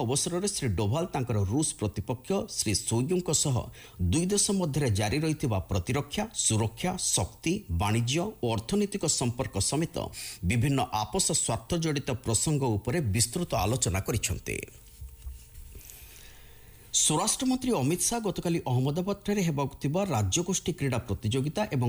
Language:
Odia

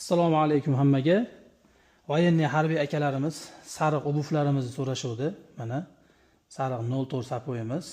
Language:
Uzbek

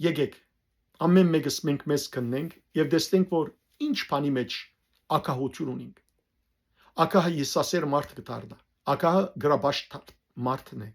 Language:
Western Armenian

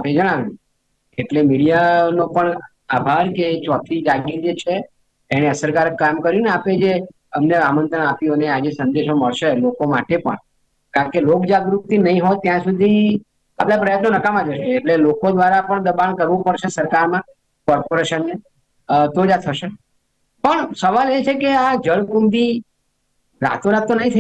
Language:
Gujarati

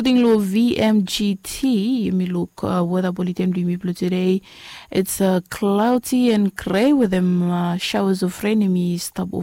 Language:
Bislama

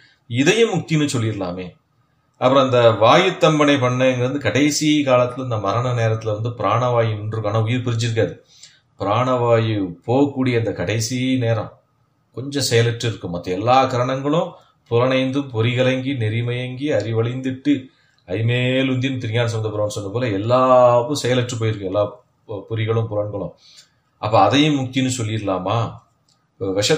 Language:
Tamil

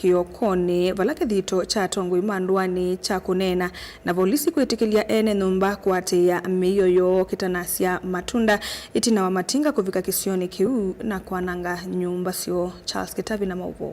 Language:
Kamba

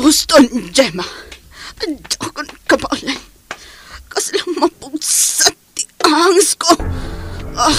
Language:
Iloko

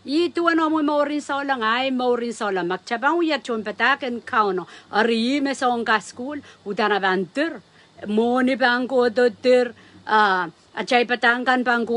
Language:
Pohnpeian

